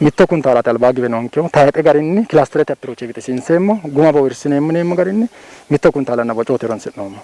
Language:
Sidamo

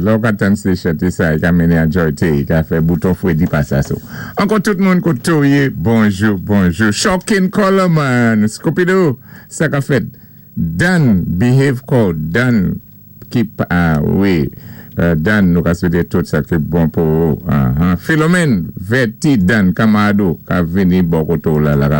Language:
Saint Lucian Creole French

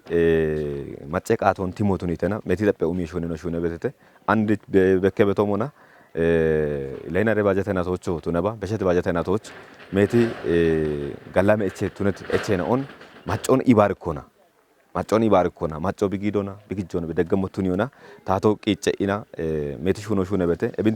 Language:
Kafa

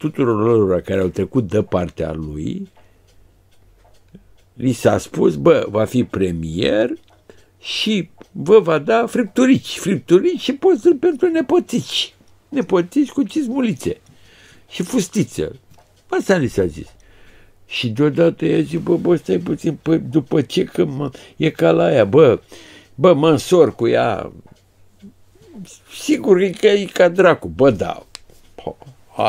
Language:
Romanian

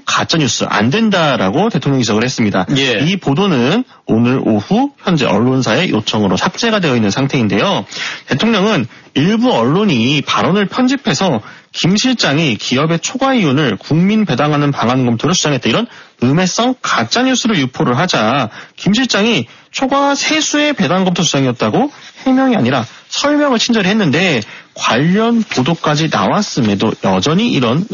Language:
Korean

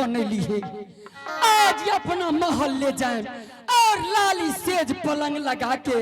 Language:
Angika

